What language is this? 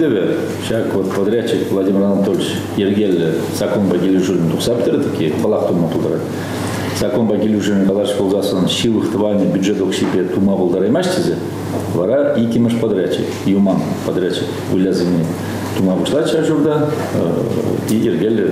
Chuvash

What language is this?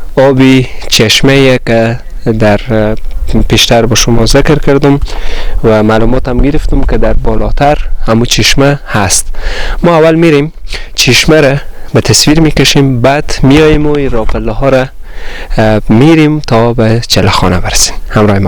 Persian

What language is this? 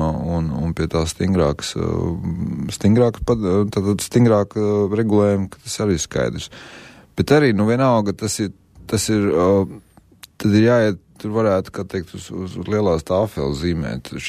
Latvian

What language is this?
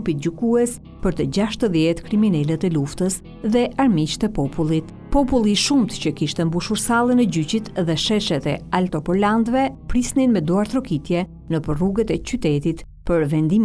Albanian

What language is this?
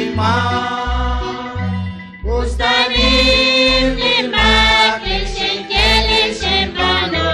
Kekchí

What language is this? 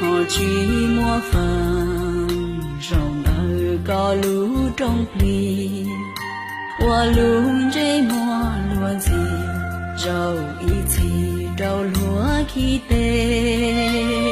Hmong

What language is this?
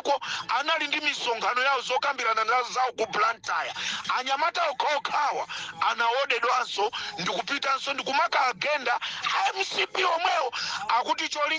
Nyanja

